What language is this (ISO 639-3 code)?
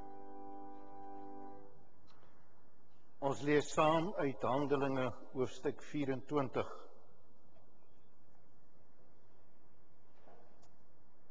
afr